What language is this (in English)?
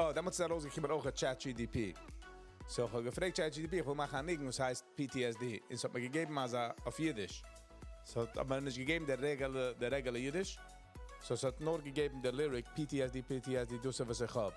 Yiddish